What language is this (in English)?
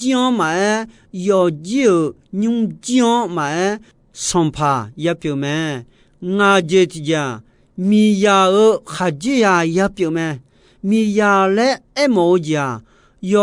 Akha